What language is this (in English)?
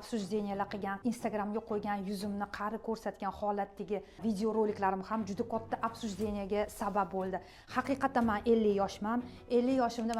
Uzbek